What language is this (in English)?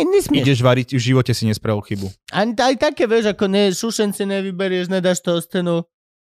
Slovak